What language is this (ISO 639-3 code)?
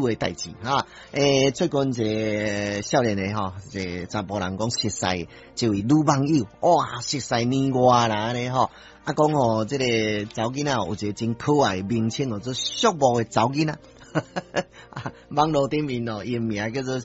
nan